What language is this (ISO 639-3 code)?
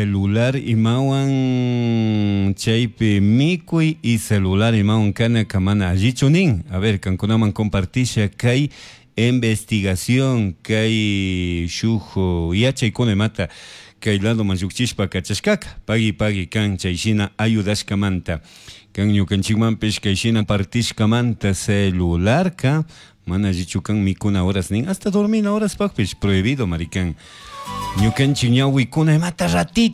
qug